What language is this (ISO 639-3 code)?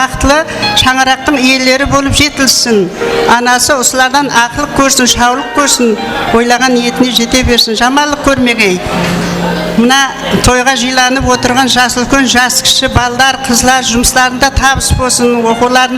kaa